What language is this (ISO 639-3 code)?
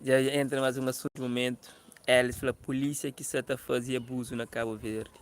kea